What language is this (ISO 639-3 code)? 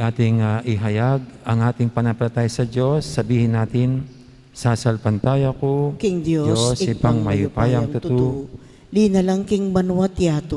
pam